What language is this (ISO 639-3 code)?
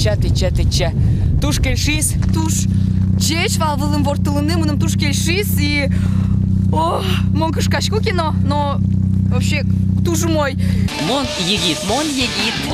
udm